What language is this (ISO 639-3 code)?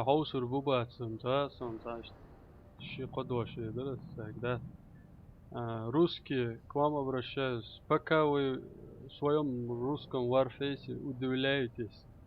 che